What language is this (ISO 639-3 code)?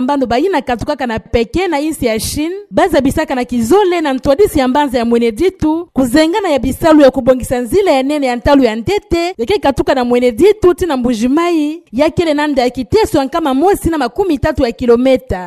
ktu